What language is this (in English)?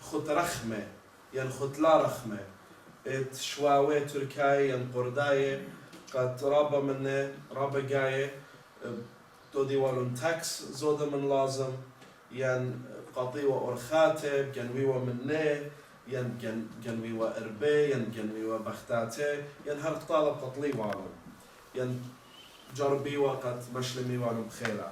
Assyrian Neo-Aramaic